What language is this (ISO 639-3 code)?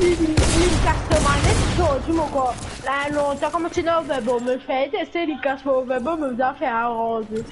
mfe